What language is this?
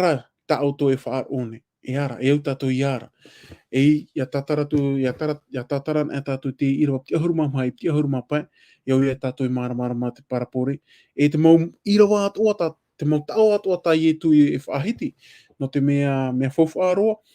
Tahitian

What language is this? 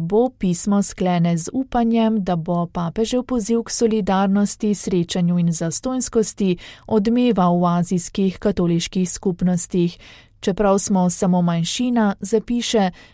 Slovenian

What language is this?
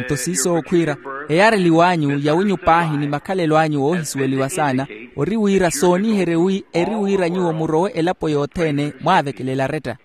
Makhuwa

